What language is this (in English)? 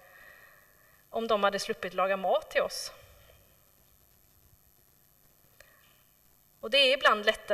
Swedish